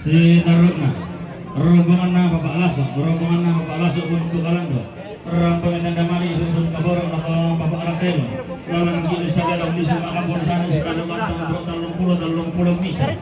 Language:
Toraja-Sa'dan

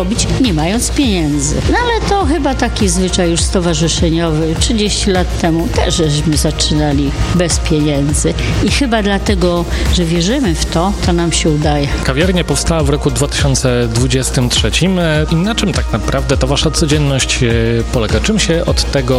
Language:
Polish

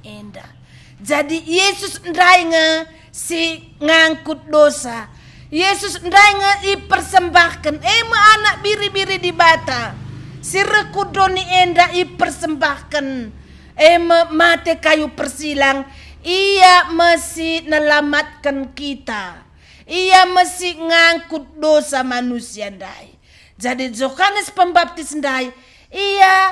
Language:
Batak Karo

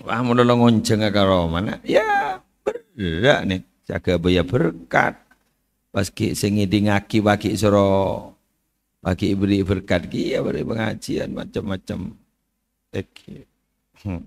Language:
Madurese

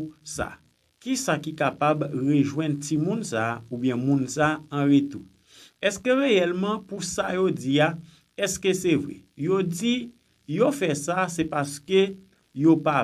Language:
Haitian Creole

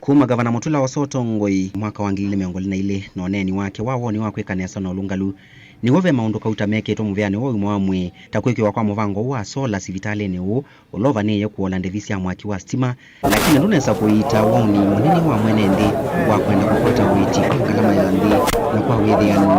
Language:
Kamba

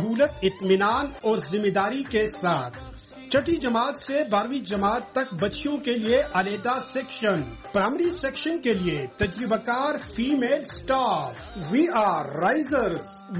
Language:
Urdu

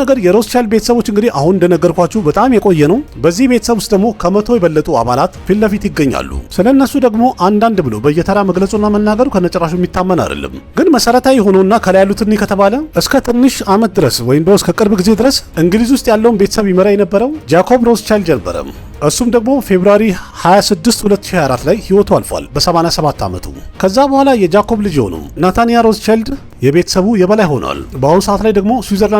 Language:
Amharic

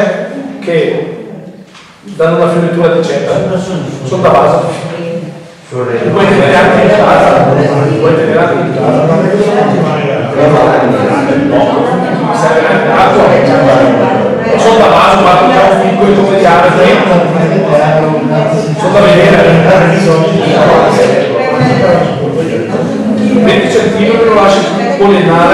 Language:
Italian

